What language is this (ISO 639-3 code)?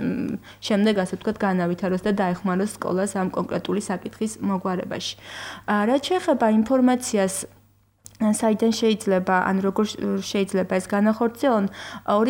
kat